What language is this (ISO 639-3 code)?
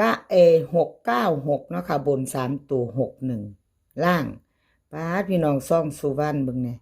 tts